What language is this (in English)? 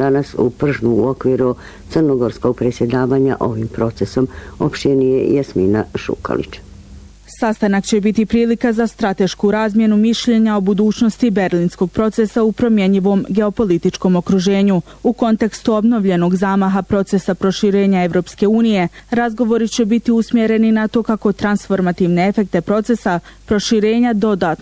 Bosnian